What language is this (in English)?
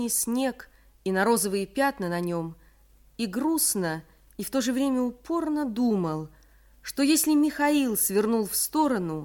Russian